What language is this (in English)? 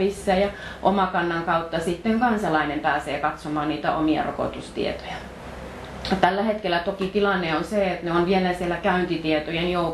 Finnish